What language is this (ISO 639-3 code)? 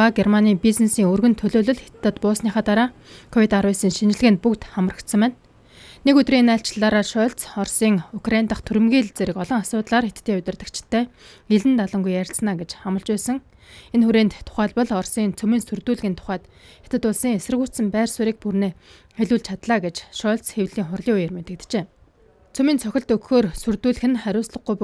mon